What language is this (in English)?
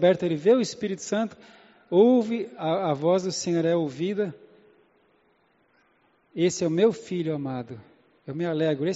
Portuguese